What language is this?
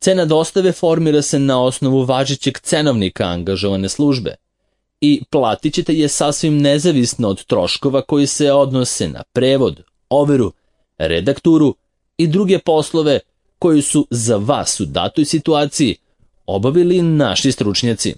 Serbian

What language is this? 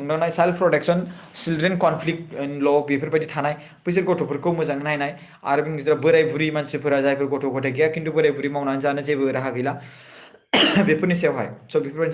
Bodo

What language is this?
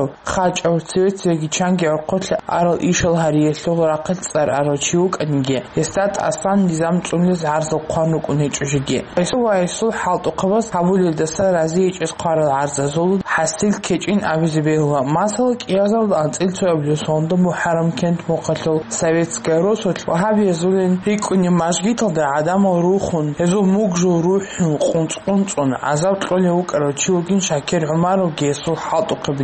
Avaric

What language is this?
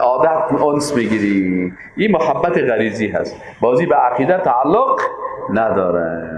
Persian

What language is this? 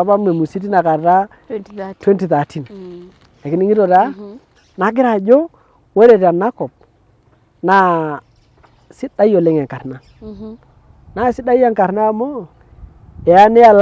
Masai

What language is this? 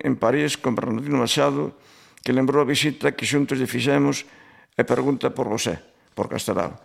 Galician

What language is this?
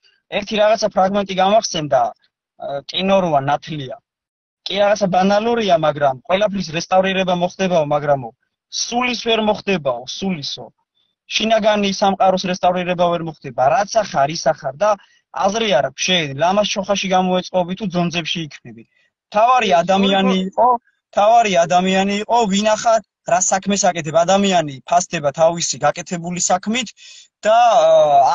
Georgian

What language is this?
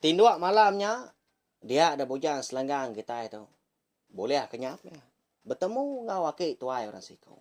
Iban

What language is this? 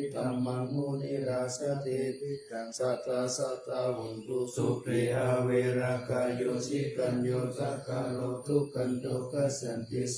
Pali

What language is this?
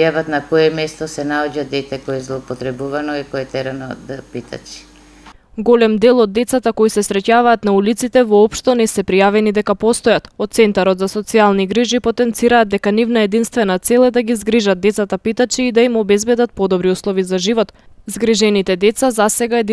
Macedonian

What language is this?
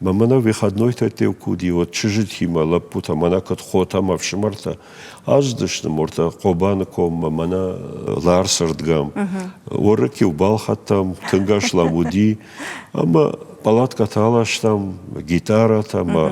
Ossetic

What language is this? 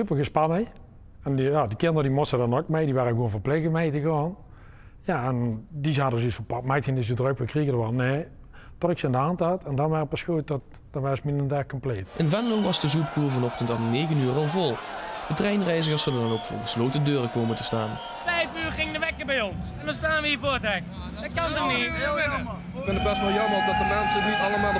Limburgish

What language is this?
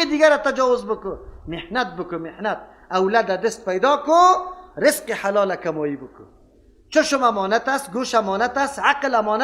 Persian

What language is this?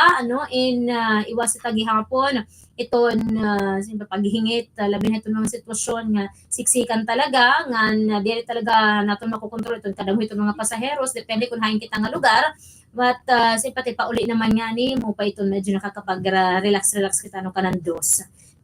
Waray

